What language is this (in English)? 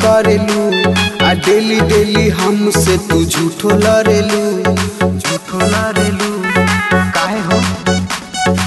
Bhojpuri